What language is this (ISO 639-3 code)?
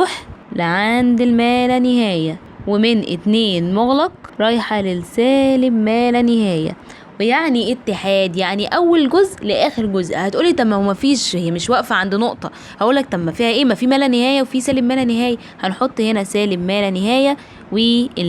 arz